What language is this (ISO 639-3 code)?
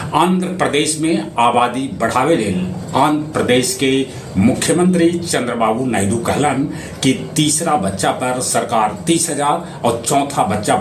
mag